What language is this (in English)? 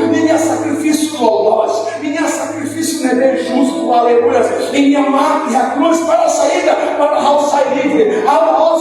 Tetum